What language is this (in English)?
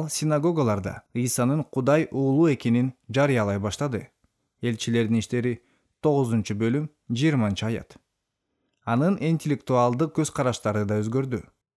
Kyrgyz